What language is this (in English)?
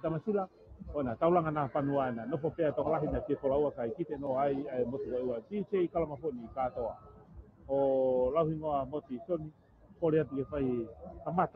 Tongan